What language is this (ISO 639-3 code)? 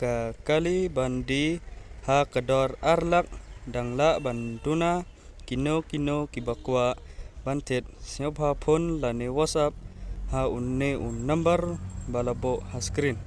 kha